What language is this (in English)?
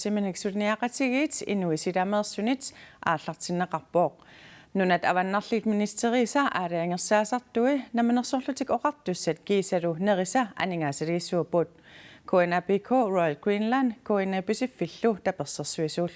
Kalaallisut